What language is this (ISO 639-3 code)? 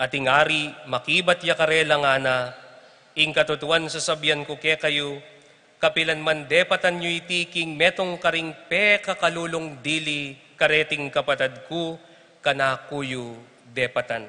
pam